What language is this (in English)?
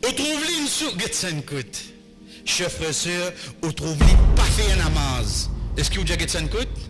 Morisyen